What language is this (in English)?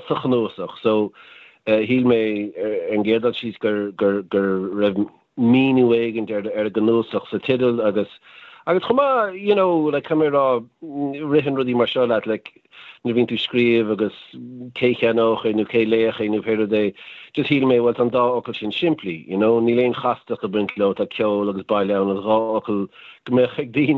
Irish